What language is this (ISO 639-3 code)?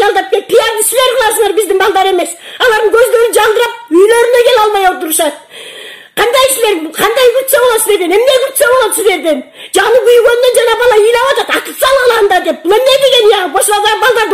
kir